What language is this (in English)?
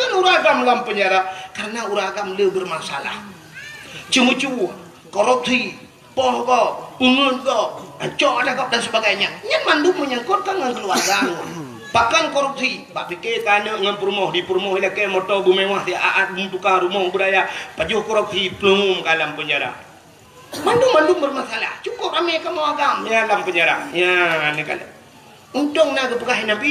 Achinese